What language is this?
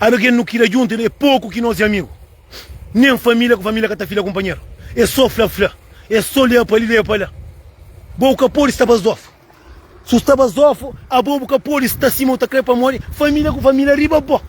Kabuverdianu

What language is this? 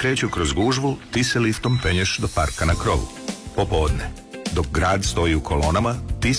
Serbian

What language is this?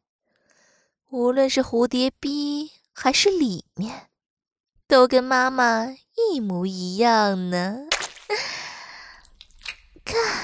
Chinese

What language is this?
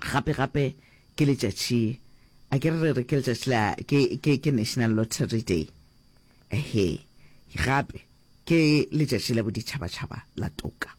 Northern Sotho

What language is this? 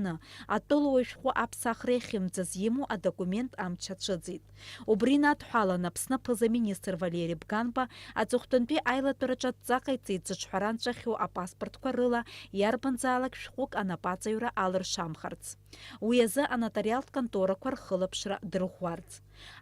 Abkhazian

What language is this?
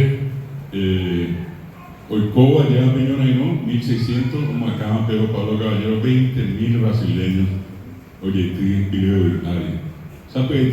Guarani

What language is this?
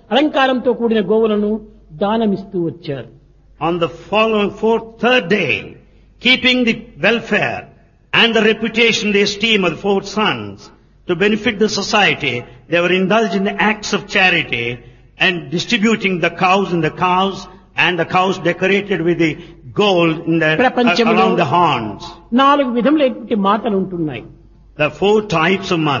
Telugu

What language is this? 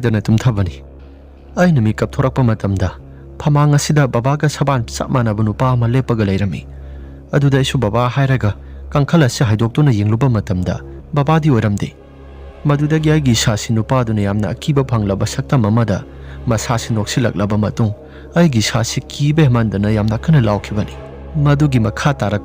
Manipuri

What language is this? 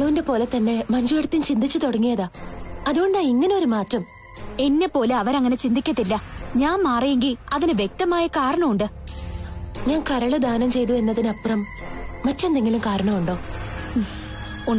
Malayalam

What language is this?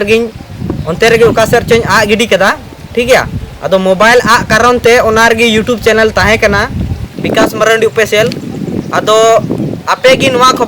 Santali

